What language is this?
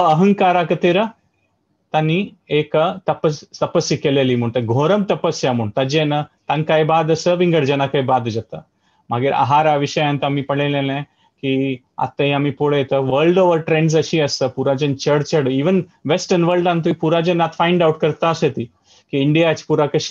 Konkani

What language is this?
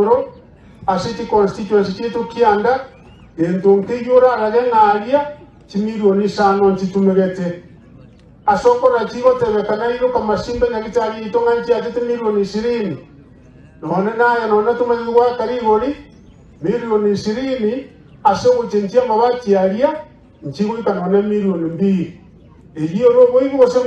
Gusii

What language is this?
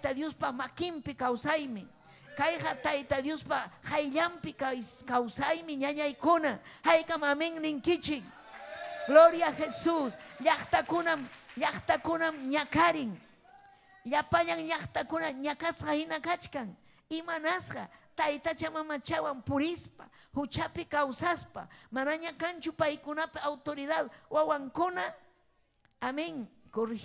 Ayacucho Quechua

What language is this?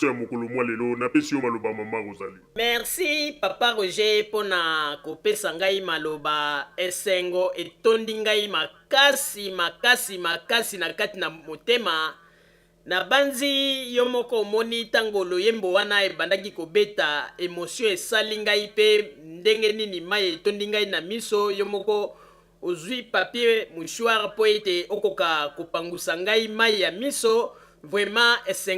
Lingala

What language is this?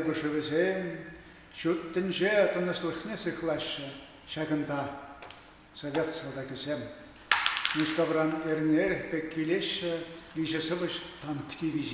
Chuvash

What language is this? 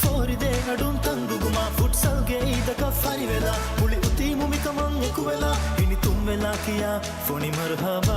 Divehi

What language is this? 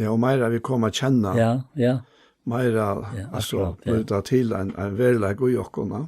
Faroese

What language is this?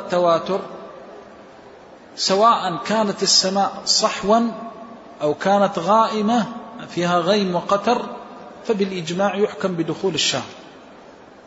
Arabic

